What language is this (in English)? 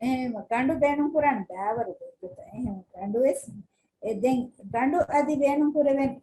Divehi